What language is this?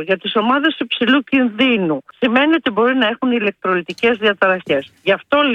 Greek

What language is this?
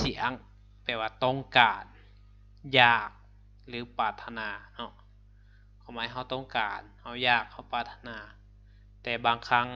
Lao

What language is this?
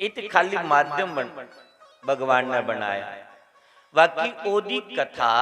Dogri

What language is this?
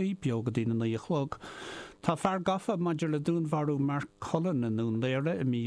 Irish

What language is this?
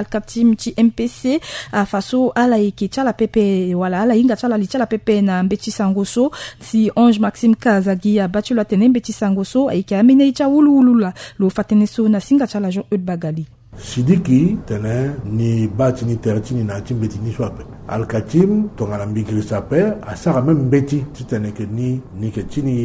Sango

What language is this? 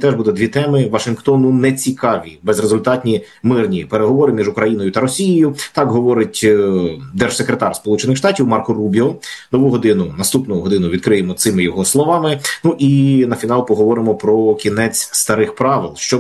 Ukrainian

